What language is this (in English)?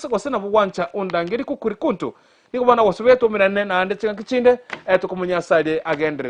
Gusii